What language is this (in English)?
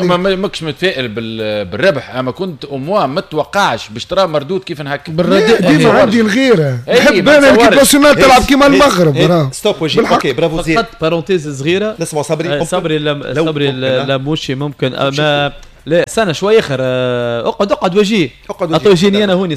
Tunisian Arabic